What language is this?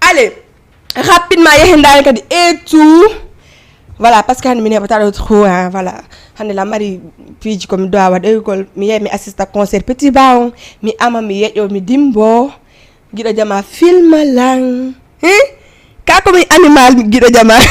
Fula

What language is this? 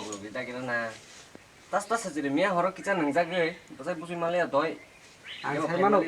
Kok Borok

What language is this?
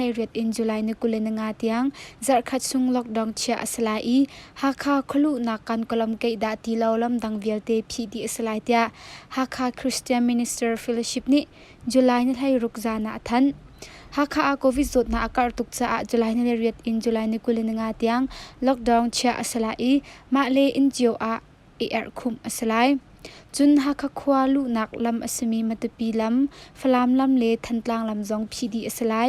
Hakha Chin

